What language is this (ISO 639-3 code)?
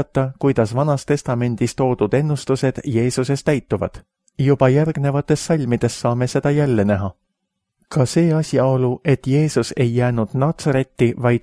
est